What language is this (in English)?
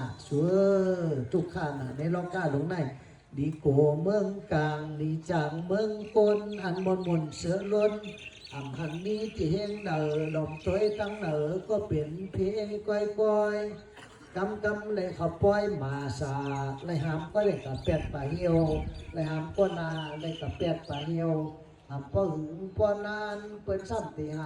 Shan